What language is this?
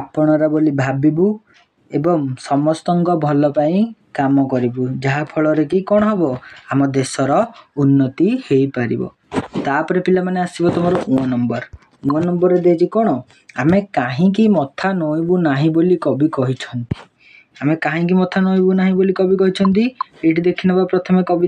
Odia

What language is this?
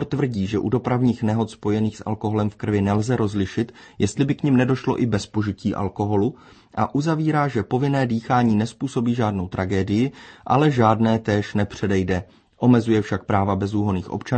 Czech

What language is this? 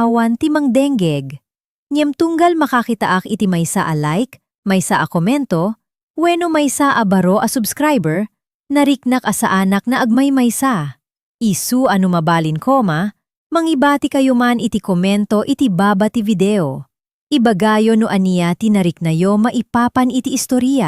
Iloko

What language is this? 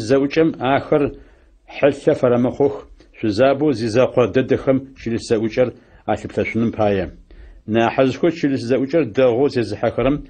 Adyghe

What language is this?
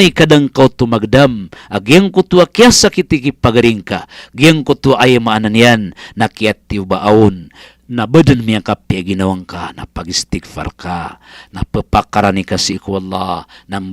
Maranao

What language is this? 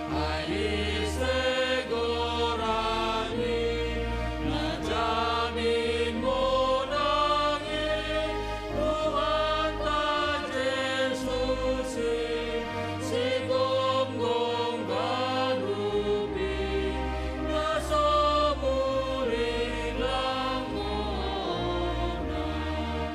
Batak Simalungun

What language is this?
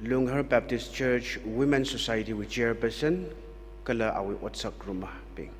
Tangkhul Naga (India)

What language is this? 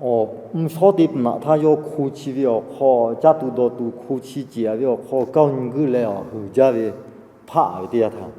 Lahu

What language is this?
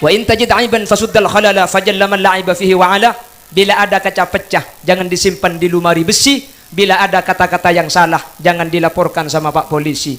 Madurese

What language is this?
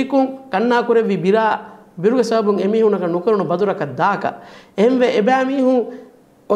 Divehi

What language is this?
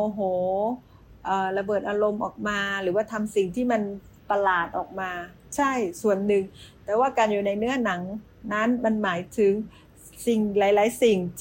Thai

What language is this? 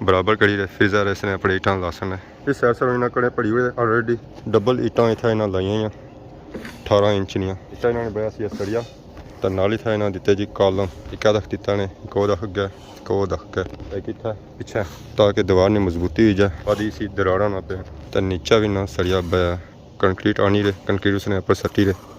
Pahari-Potwari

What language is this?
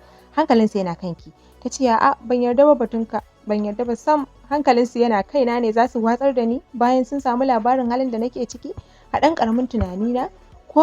Hausa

